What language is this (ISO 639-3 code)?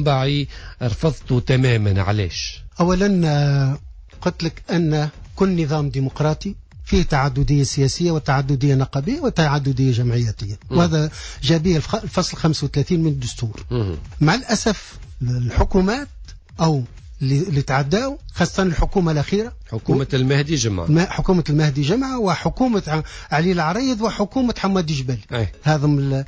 aeb